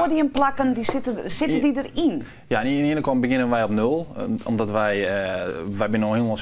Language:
Western Frisian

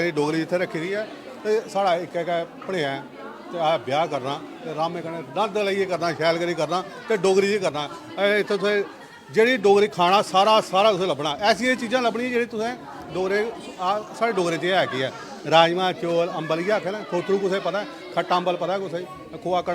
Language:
Dogri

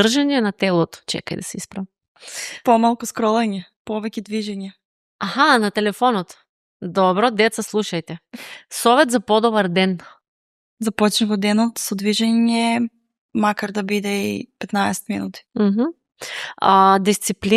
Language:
Macedonian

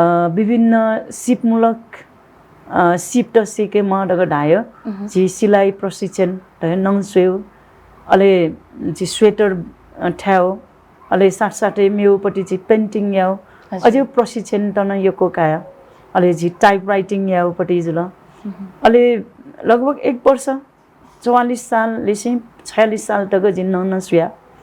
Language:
Newari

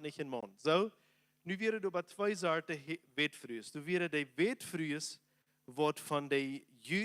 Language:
Plautdietsch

